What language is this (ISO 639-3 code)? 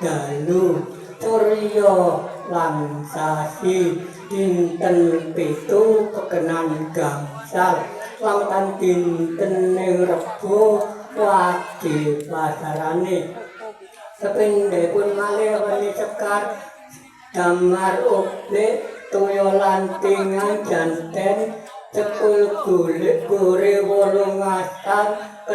jav